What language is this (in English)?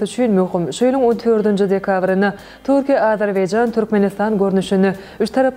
Turkmen